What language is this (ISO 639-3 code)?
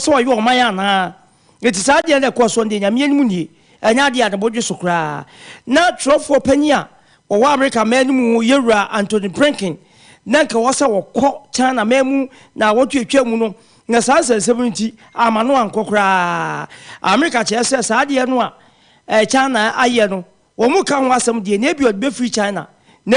aka